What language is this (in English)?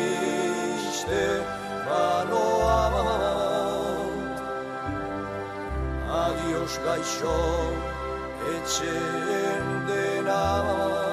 Basque